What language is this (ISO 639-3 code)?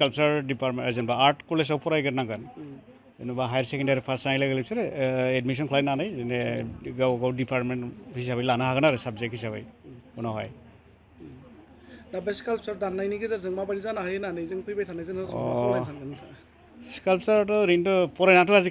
brx